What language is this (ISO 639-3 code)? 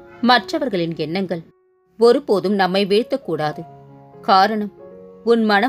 tam